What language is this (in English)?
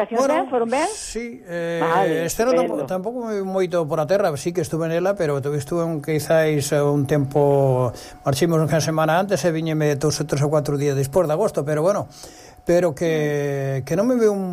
Galician